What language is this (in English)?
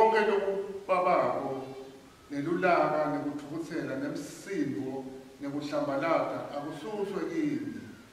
Swati